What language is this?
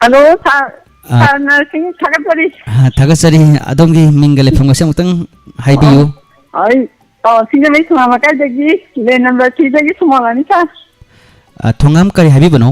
Manipuri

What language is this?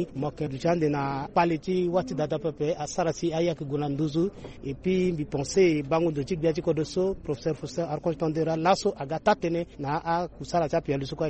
Sango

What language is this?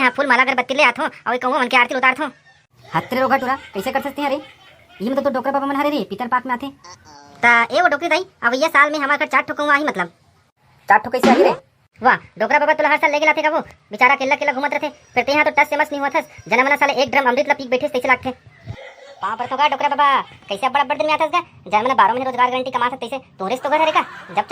Chhattisgarhi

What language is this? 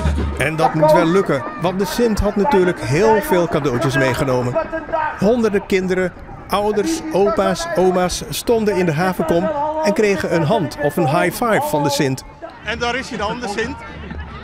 Dutch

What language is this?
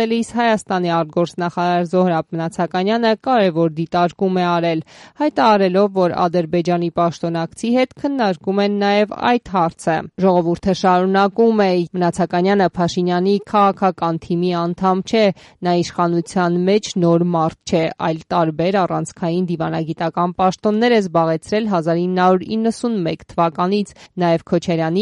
Armenian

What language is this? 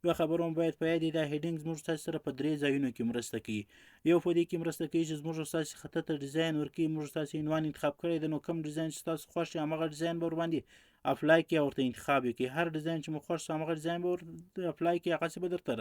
Pashto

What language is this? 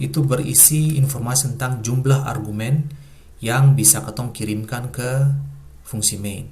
Ambonese Malay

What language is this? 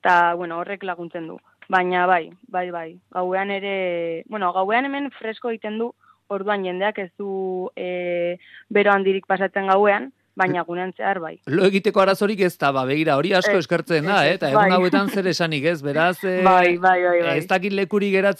Basque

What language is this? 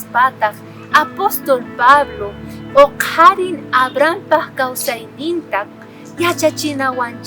South Bolivian Quechua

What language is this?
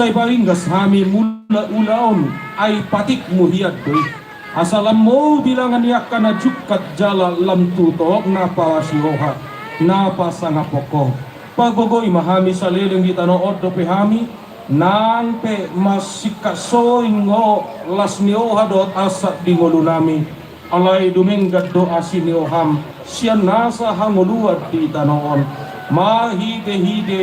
Batak Toba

